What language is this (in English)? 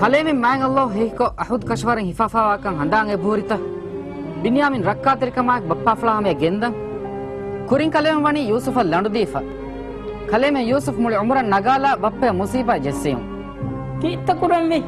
Divehi